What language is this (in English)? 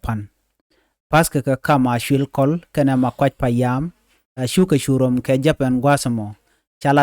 Nuer